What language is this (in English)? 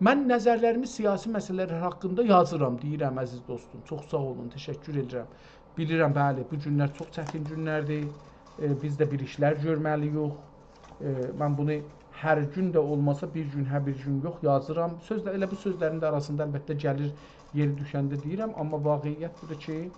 South Azerbaijani